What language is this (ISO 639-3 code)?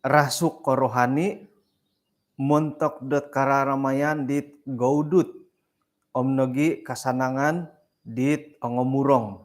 dtp